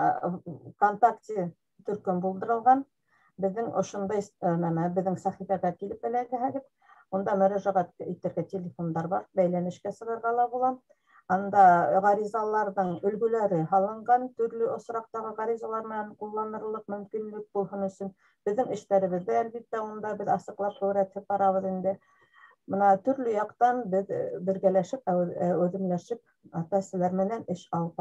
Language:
Bashkir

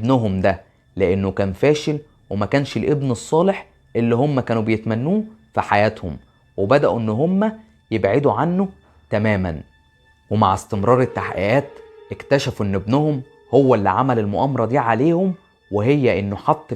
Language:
Egyptian Arabic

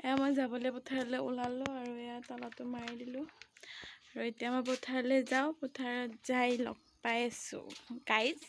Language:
Assamese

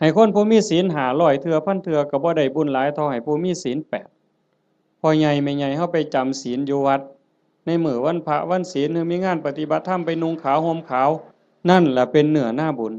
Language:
Lao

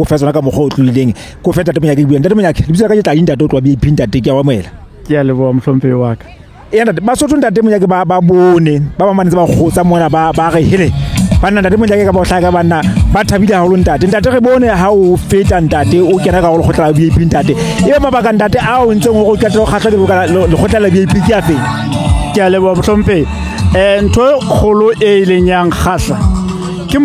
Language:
Southern Sotho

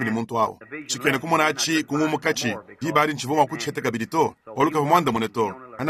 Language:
Luba-Lulua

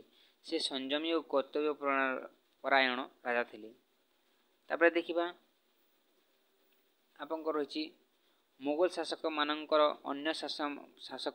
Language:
Odia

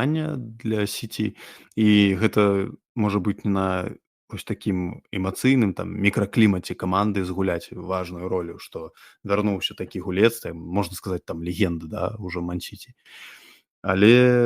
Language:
Belarusian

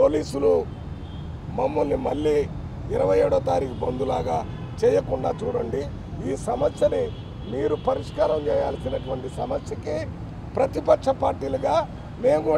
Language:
Telugu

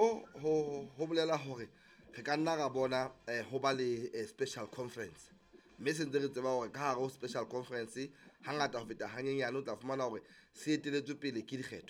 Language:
Southern Sotho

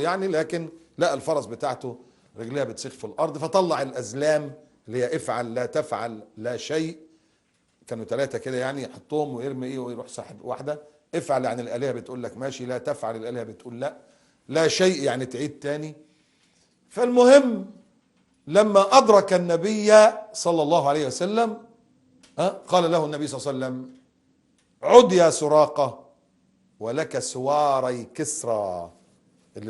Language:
Egyptian Arabic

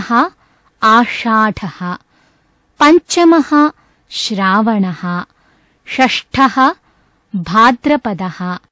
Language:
Sanskrit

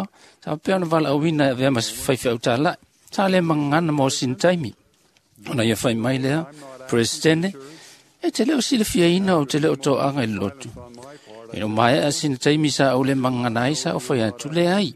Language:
Samoan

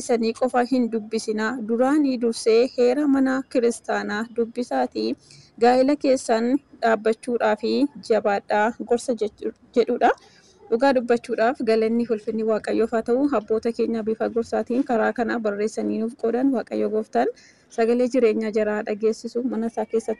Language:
Oromo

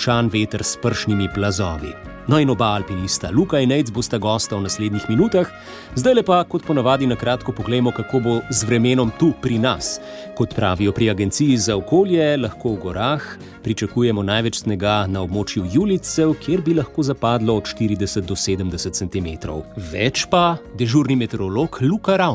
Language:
Slovenian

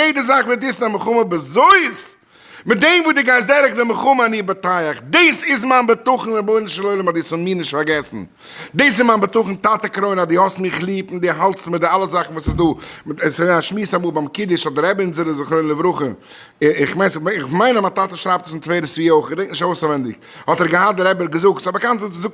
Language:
Yiddish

